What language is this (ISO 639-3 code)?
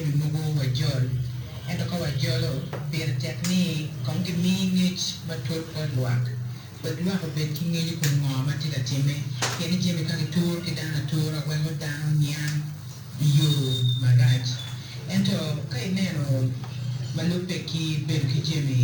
ach